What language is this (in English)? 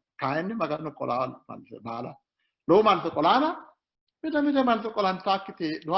Sidamo